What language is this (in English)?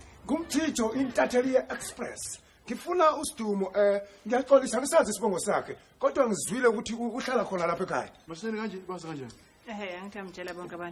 Zulu